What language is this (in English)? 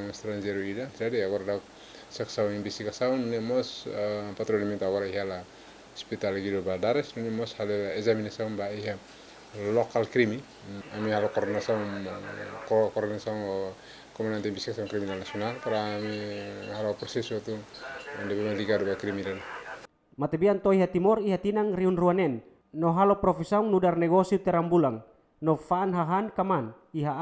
Tetum